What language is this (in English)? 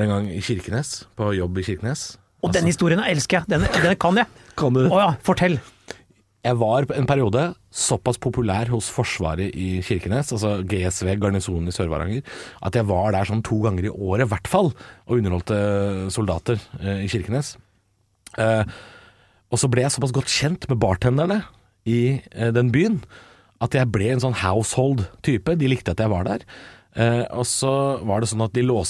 Norwegian